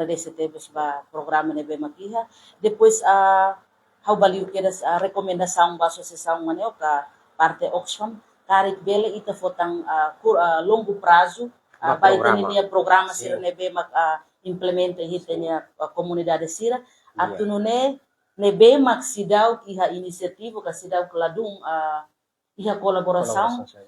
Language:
Tetum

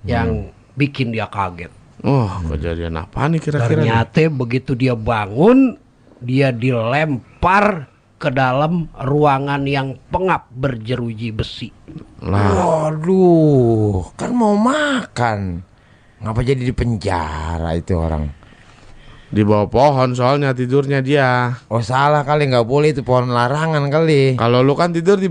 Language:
Betawi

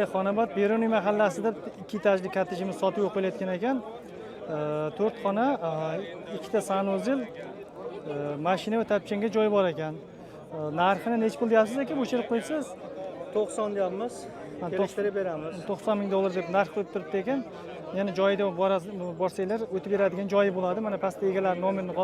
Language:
Uzbek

